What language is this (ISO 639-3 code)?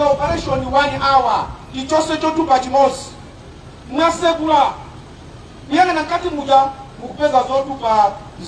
nya